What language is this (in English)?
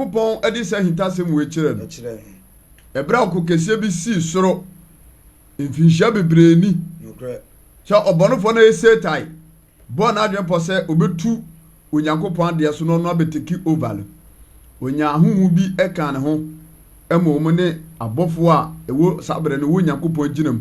Akan